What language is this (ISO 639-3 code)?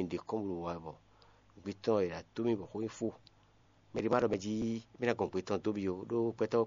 fon